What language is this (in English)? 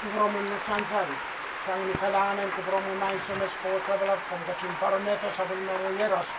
Pohnpeian